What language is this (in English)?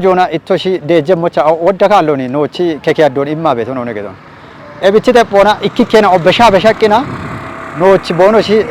Kafa